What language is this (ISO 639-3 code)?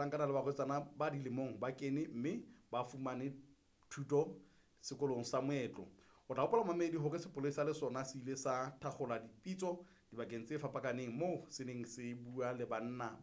sot